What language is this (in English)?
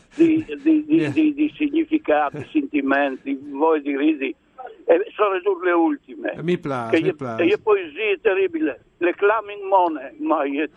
Friulian